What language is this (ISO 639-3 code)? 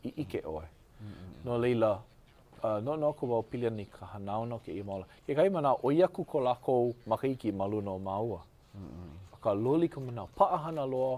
haw